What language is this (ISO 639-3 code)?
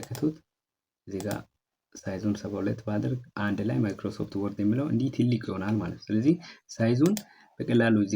amh